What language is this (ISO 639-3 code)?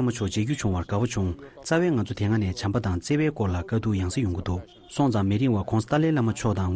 bod